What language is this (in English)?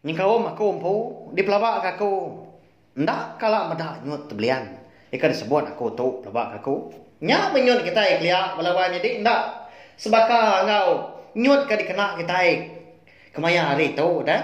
Iban